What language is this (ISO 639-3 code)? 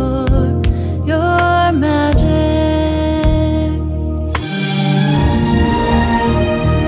mal